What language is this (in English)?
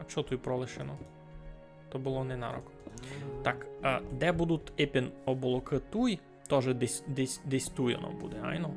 Rusyn